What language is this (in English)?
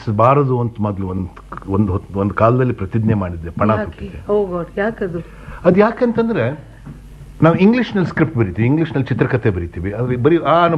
Kannada